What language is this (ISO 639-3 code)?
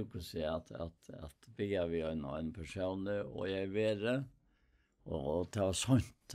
fao